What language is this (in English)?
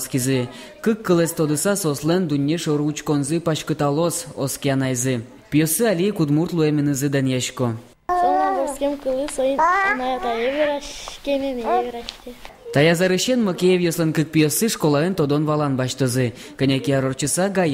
Udmurt